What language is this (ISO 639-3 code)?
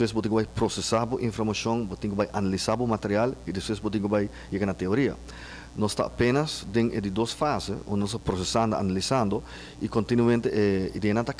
pap